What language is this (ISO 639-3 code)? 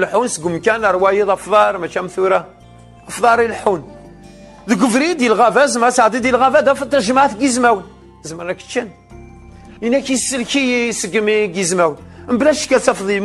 kab